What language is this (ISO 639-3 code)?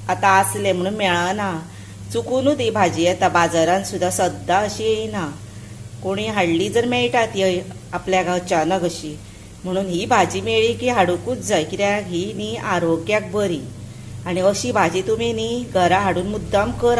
kok